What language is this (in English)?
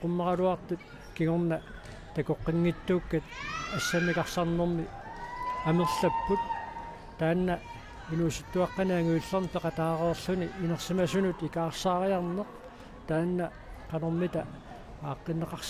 Kalaallisut